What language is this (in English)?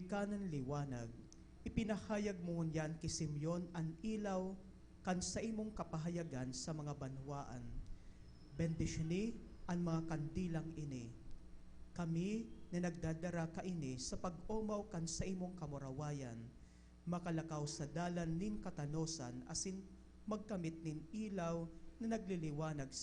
Bikol